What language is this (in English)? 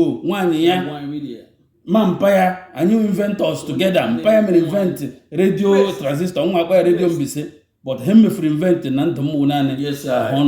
Igbo